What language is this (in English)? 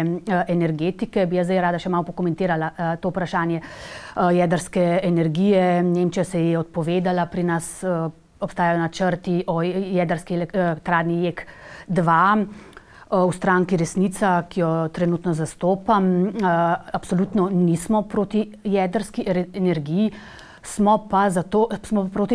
Slovenian